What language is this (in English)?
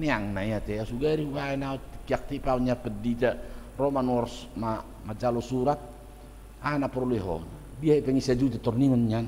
Batak Toba